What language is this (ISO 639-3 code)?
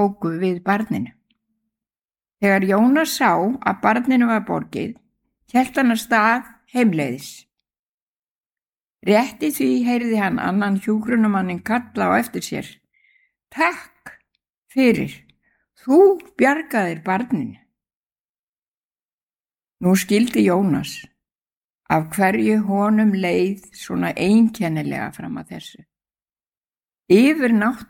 isl